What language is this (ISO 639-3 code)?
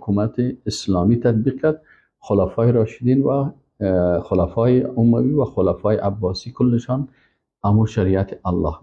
fas